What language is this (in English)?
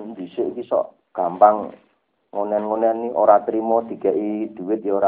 Javanese